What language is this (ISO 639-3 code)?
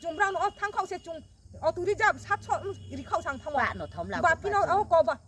ria